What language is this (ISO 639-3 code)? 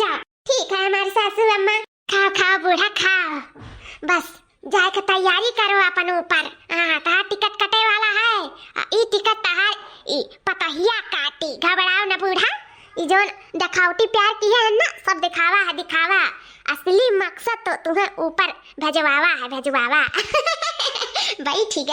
awa